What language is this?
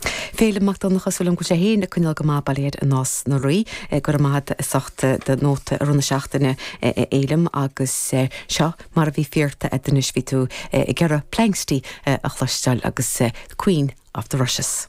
Irish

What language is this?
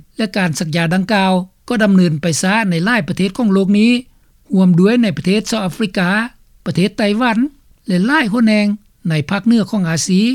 Lao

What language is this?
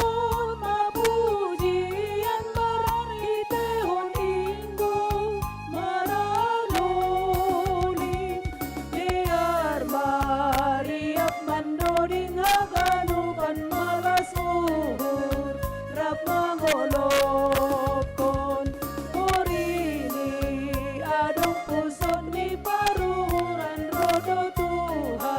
Batak Simalungun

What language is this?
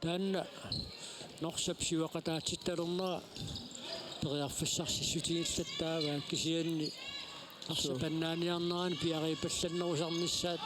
Kalaallisut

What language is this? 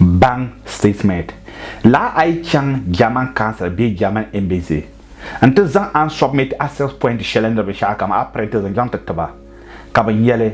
Dagbani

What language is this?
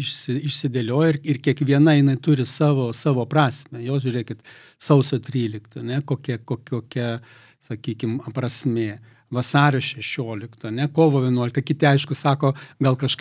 Lithuanian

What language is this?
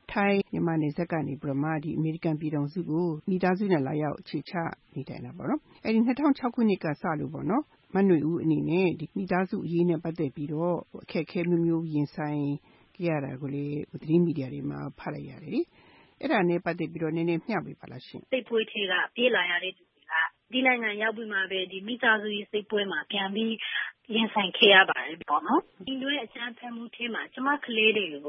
Burmese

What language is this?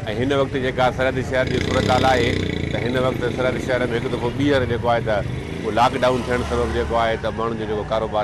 Sindhi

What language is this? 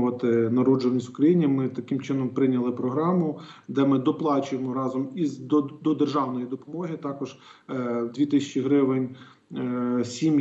Ukrainian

